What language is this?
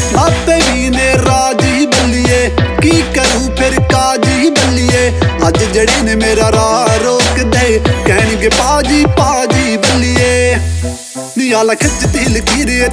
Punjabi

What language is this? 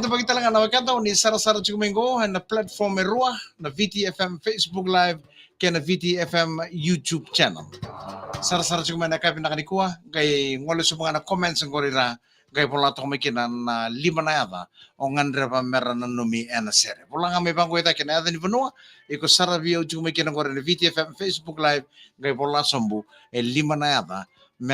Fijian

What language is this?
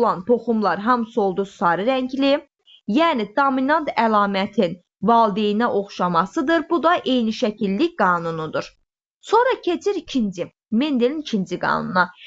Azerbaijani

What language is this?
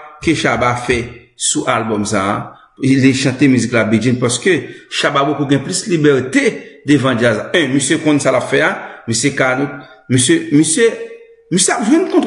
Haitian Creole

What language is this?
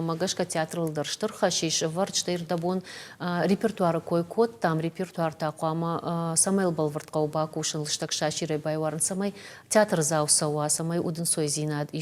Ossetic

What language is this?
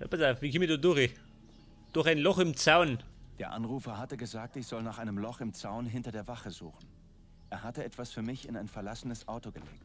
Bavarian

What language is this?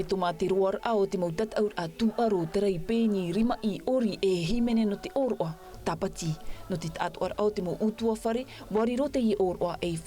Tahitian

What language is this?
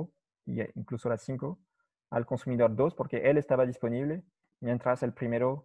Spanish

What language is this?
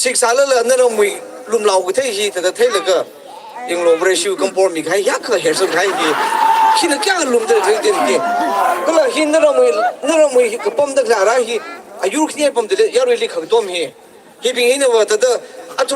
Tangkhul Naga (India)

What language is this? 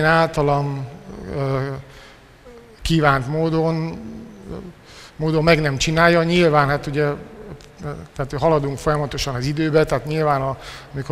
Hungarian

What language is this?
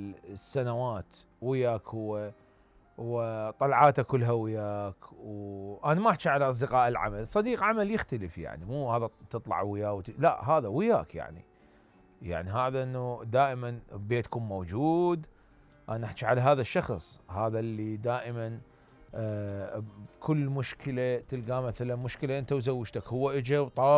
Mesopotamian Arabic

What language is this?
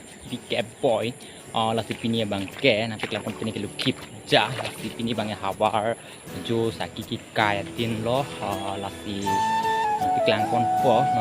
Karbi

